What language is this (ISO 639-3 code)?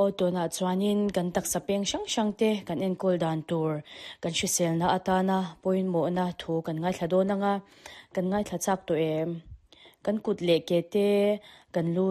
lus